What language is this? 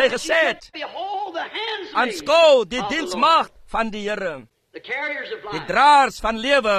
Afrikaans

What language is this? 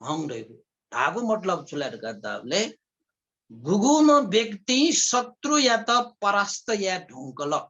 Newari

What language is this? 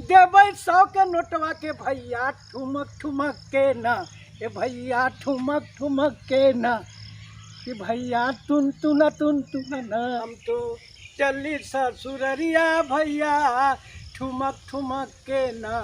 Magahi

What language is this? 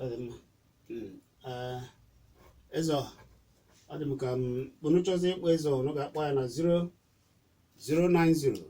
Igbo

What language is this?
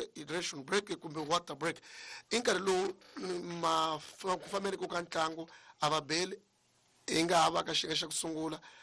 Tsonga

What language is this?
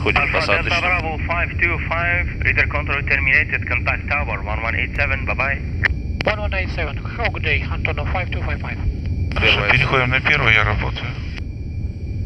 Russian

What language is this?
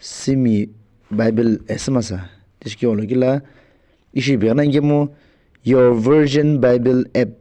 Sumi Naga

